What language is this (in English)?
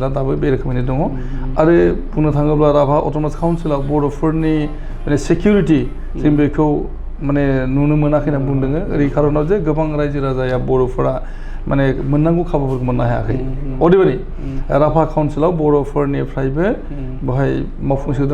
Bodo